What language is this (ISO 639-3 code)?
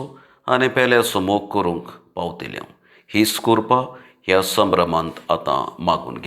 kok